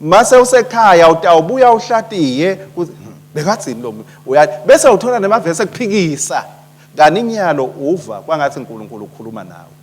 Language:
Swati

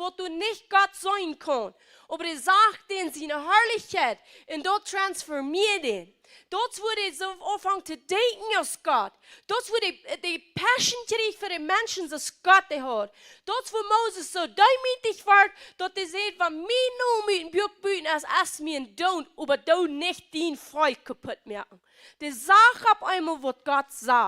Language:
Plautdietsch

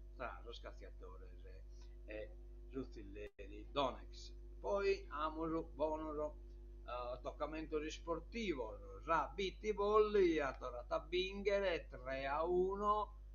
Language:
Sardinian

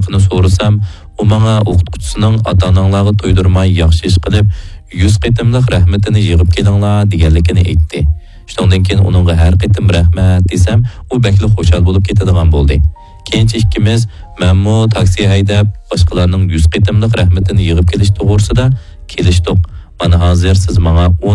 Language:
Uyghur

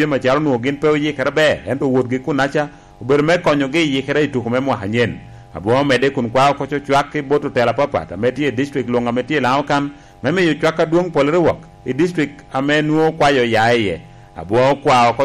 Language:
Lango (Uganda)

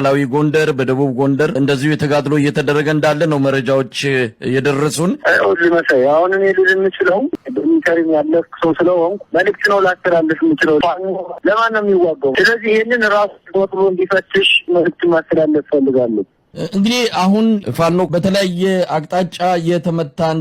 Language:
Amharic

